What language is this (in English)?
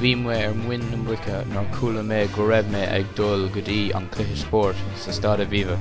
Irish